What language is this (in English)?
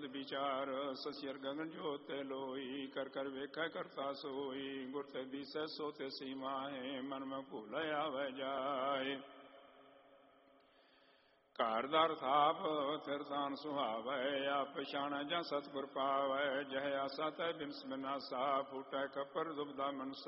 Punjabi